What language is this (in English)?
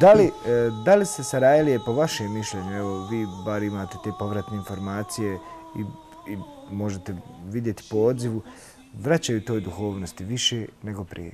Bosnian